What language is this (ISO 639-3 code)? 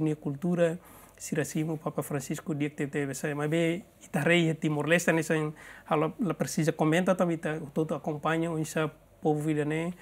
tet